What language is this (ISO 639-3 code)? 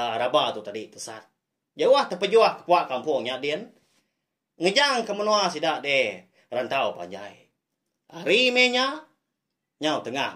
iba